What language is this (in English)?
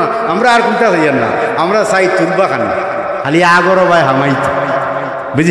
Sylheti